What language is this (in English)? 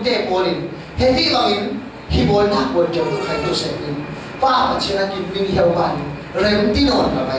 Falam Chin